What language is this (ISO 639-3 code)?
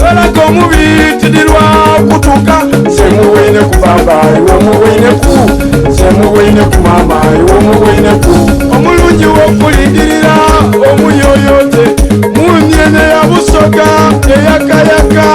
xog